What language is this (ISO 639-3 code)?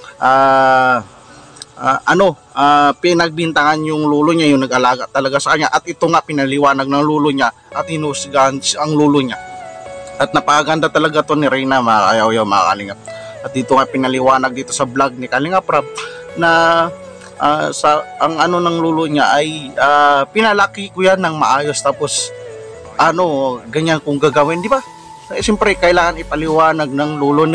fil